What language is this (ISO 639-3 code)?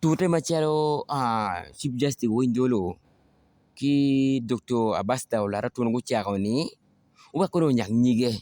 ach